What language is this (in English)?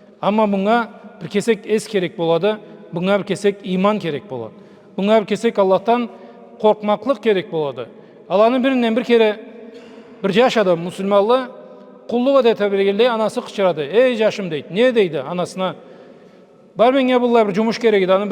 Karachay-Balkar